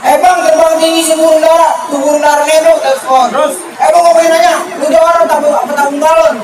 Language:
Betawi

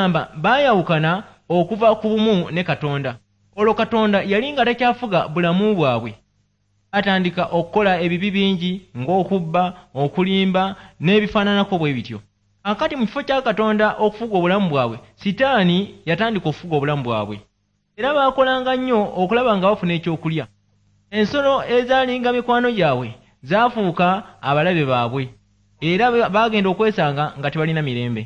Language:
Ganda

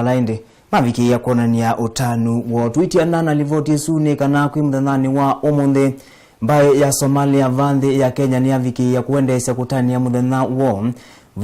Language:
Kamba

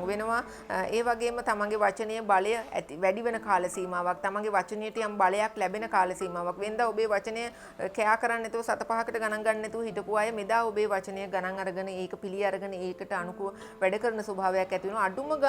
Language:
Sinhala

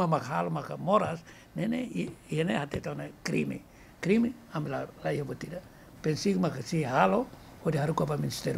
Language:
Tetum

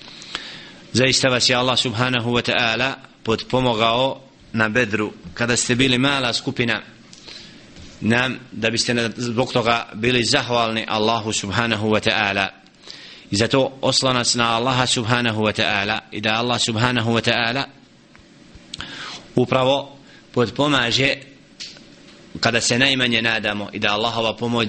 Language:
Bosnian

